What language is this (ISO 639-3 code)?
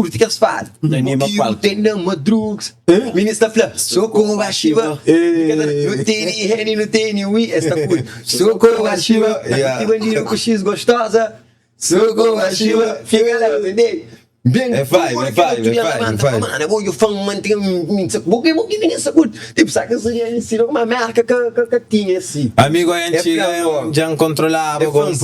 kea